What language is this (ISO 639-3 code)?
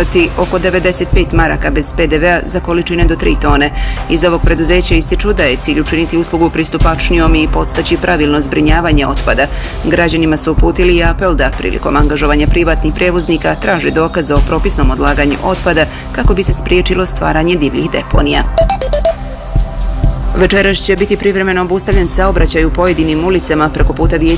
bos